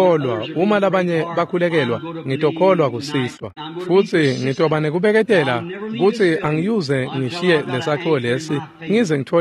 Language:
Swati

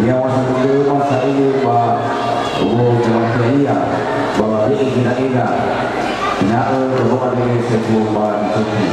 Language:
Nias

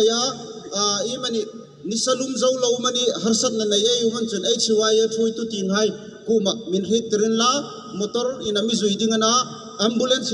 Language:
Hmar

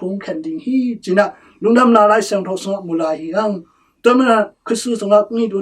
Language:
Tedim Chin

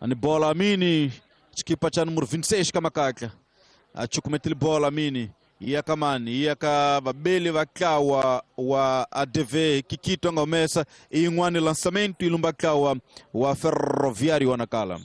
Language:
Tsonga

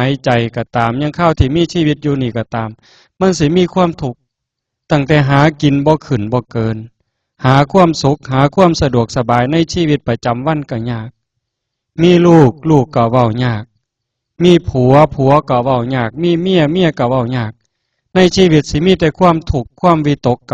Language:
Northeastern Thai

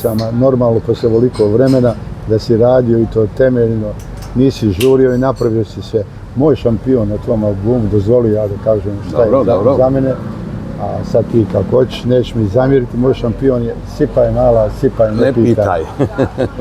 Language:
Bosnian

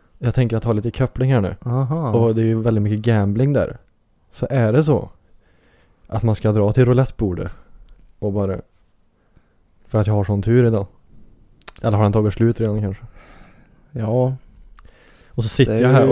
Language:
Swedish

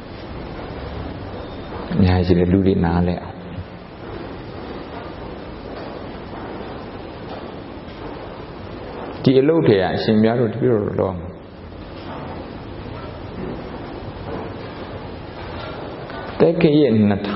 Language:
Burmese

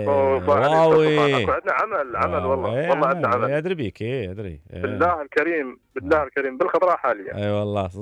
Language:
Mesopotamian Arabic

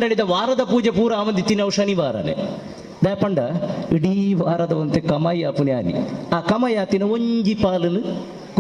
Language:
Tulu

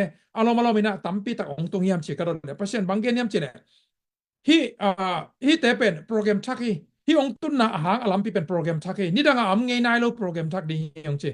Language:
Tedim Chin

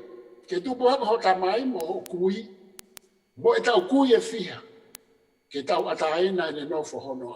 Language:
Tongan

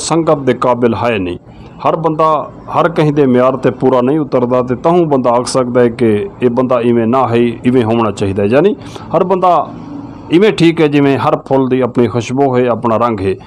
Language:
Western Panjabi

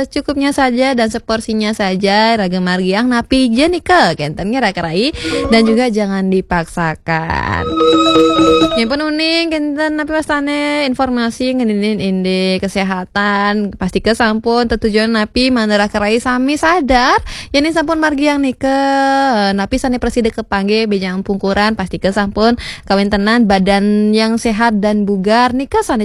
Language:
Balinese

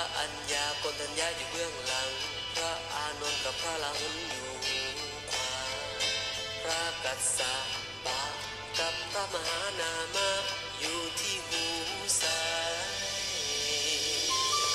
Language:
Thai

